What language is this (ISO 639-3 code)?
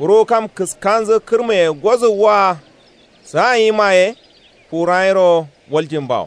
kau